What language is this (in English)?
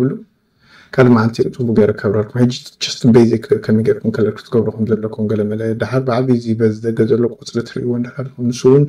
Tigrinya